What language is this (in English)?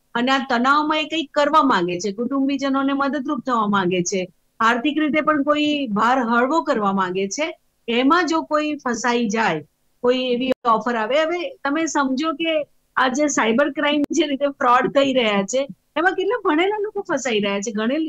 Gujarati